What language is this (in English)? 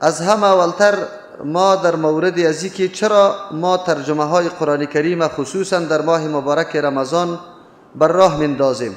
Persian